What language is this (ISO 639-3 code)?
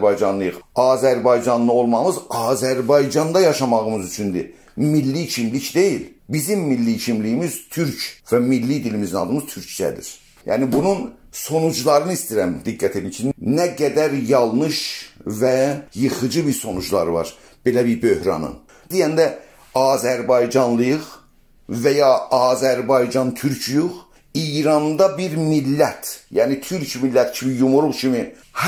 azb